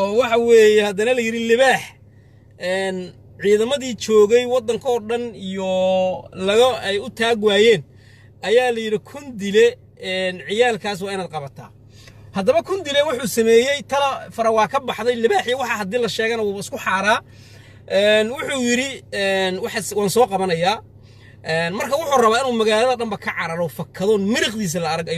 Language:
Somali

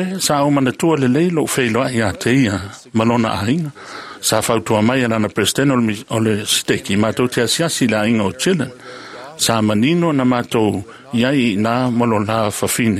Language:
Samoan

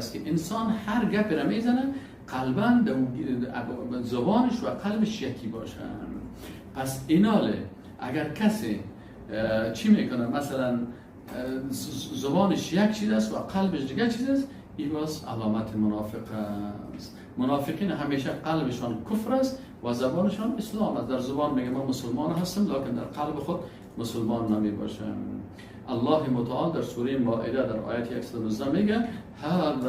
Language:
Persian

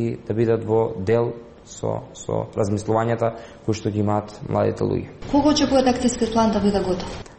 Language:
Macedonian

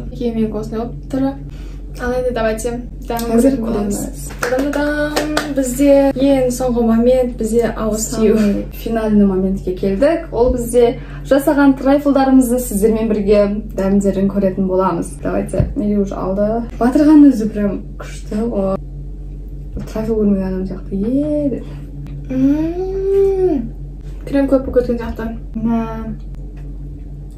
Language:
Kazakh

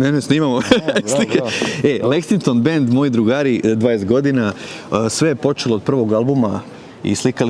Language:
Bosnian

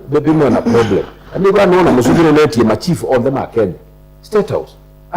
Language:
Kamba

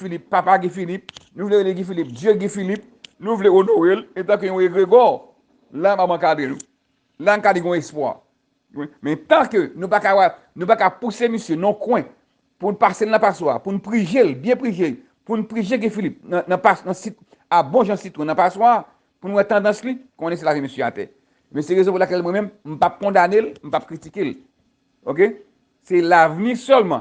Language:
Haitian Creole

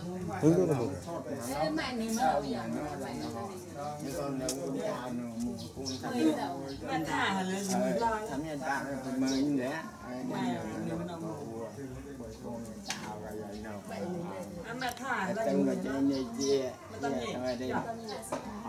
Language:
Vietnamese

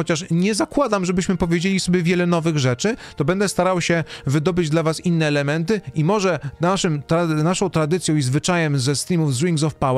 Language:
Polish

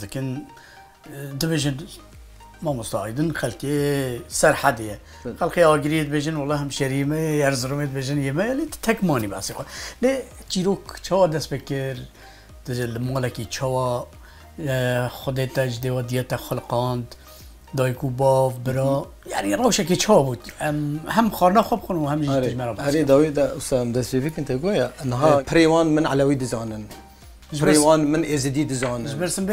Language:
Kurdish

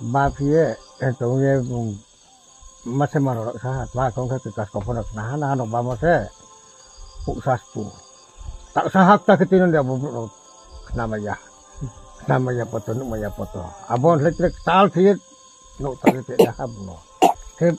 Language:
Riang (India)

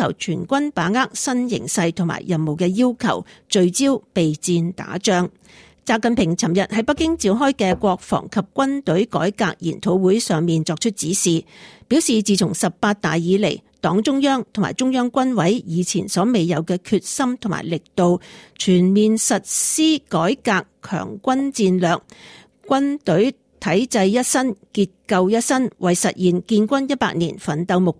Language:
Cantonese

